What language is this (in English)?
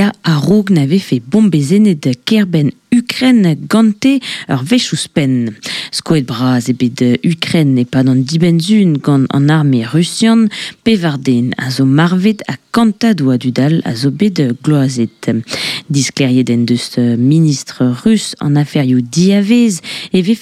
Breton